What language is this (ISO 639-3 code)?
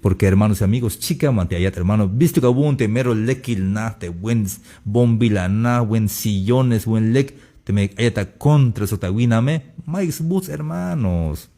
tzh